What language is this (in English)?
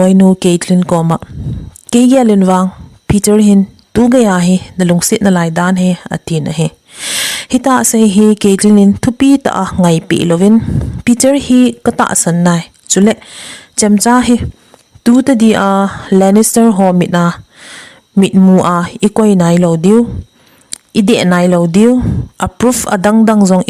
Thado Chin